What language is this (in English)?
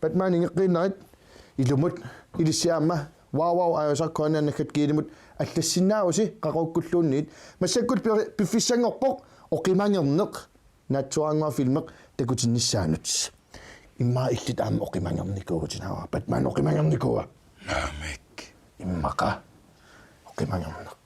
Kalaallisut